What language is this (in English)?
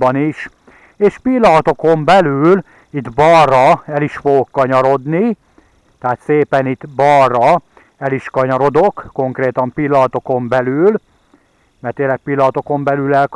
Hungarian